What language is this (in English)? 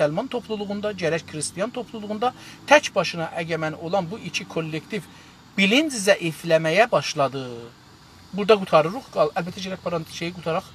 South Azerbaijani